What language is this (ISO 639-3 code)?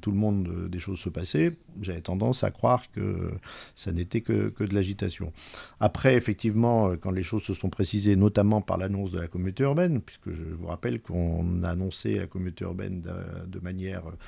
fra